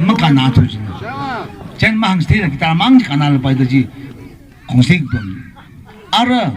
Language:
Tangkhul Naga (India)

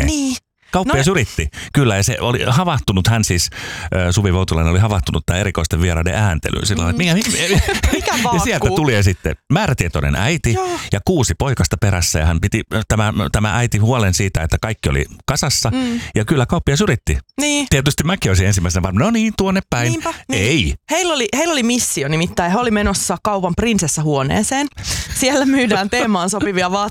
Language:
Finnish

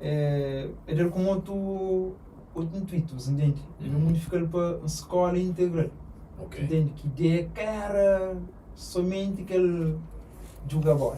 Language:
Kabuverdianu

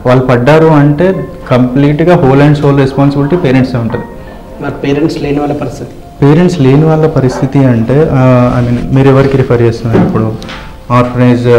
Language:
Telugu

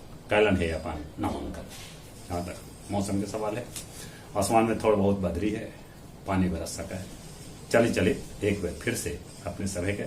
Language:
Magahi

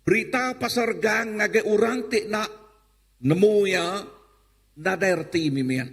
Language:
Iban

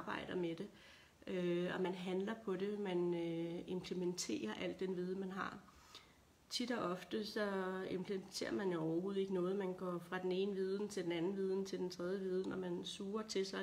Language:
Danish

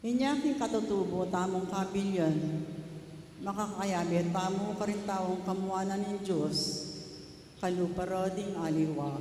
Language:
Pampanga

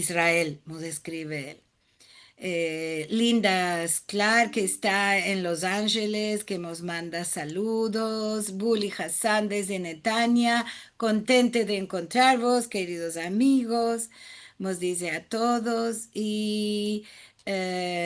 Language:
Ladino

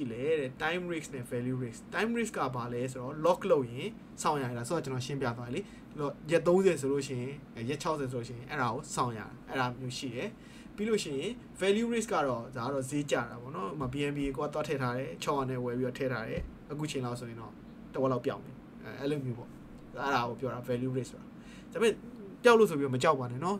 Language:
Burmese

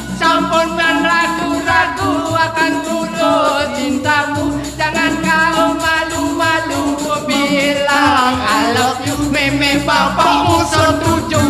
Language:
Balinese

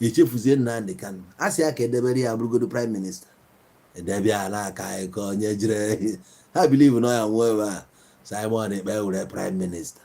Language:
Igbo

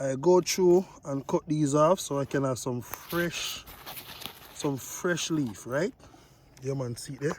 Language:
Jamaican Creole English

